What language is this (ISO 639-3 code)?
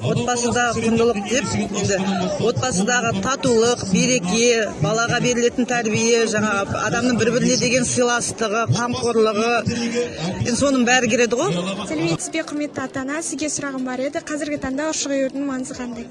kaz